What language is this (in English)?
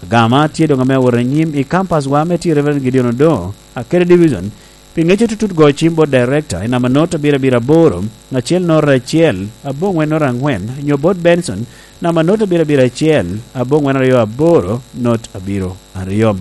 Lango (Uganda)